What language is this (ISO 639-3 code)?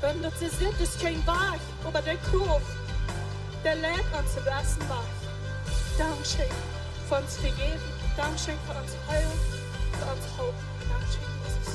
pdt